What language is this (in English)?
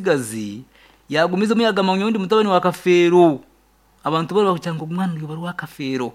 Nyankole